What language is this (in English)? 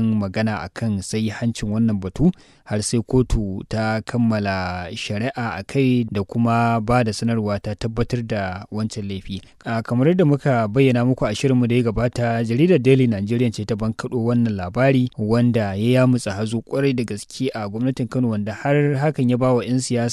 Hausa